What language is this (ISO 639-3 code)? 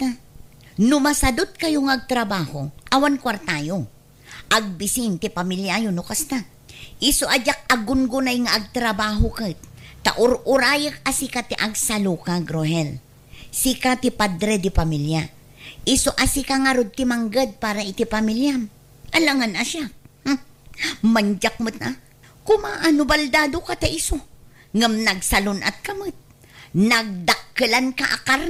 ilo